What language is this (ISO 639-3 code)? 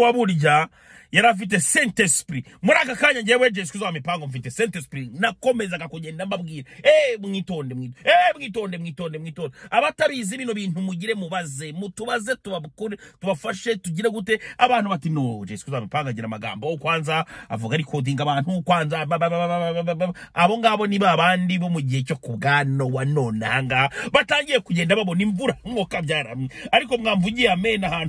kin